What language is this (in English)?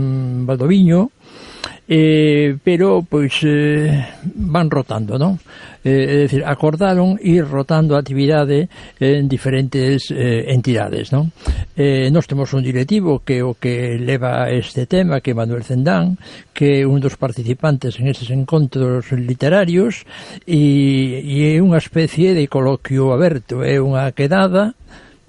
Galician